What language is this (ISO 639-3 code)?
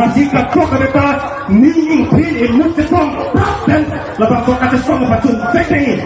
mjw